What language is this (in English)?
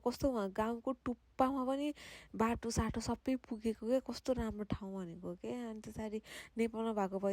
Nepali